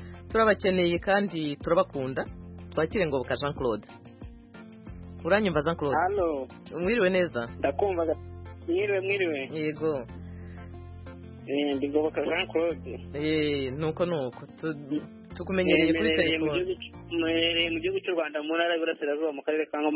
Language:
Kinyarwanda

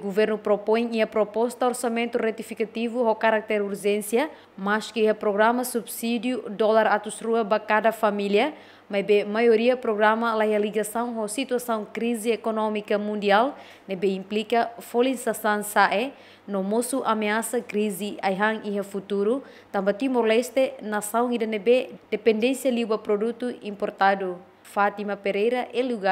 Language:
Tetum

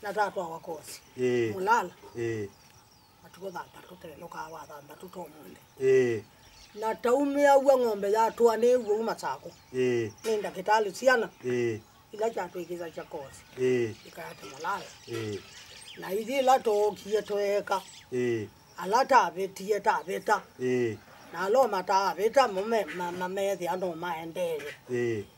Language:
Kamba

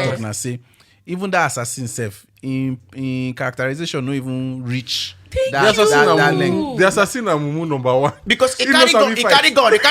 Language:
Nigerian Pidgin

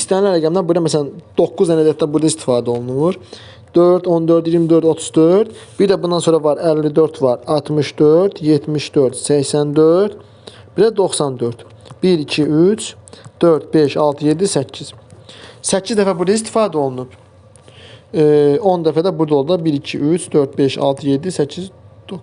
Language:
Azerbaijani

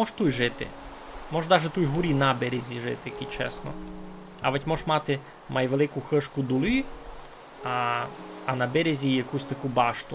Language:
Rusyn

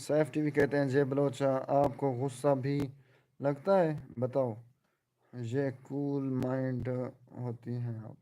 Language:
Saraiki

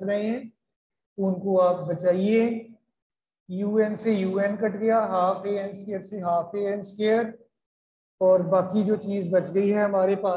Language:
Hindi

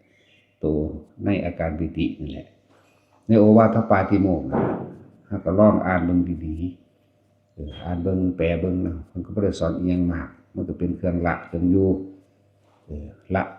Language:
Northeastern Thai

